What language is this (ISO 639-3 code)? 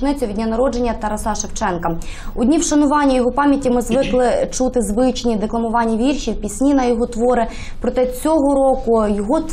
ukr